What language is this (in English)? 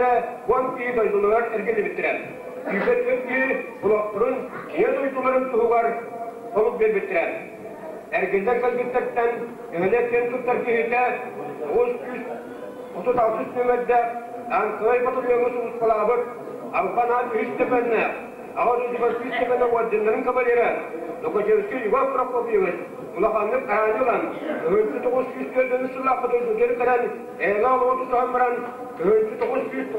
Yakut